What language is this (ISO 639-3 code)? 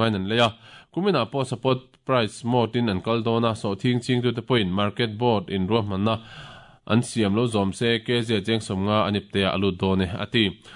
lus